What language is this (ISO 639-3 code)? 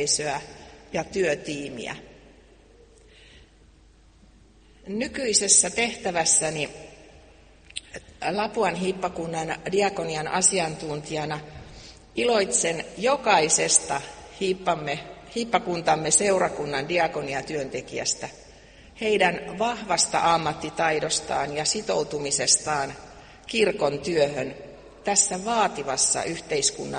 fin